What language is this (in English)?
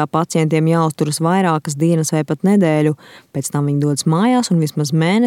Latvian